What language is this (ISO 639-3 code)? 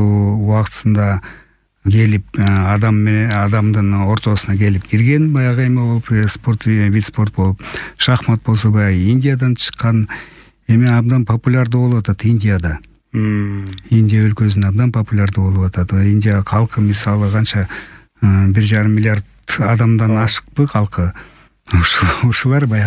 kir